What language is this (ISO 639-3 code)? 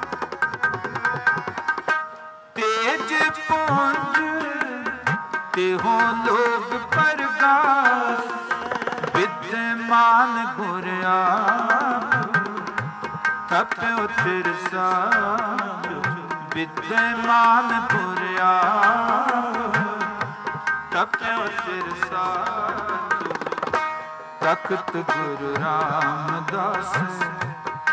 pan